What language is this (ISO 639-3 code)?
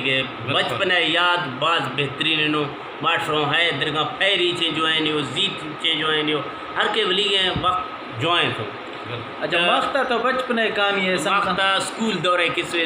bgp